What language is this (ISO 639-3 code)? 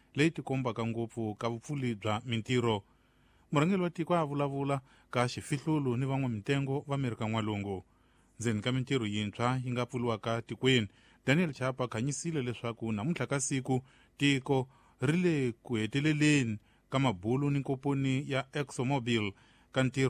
tso